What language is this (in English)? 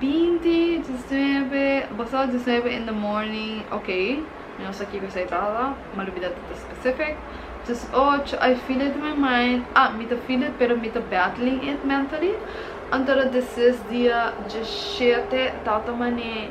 Papiamento